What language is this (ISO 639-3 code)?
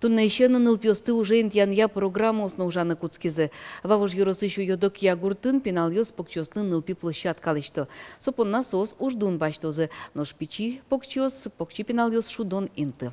udm